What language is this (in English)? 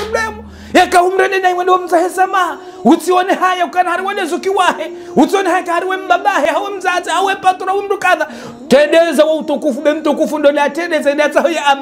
Ngazidja Comorian